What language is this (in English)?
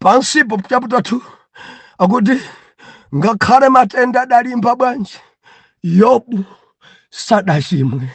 Nyanja